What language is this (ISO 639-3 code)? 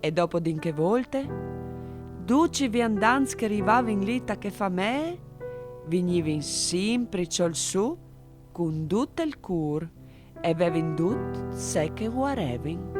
fur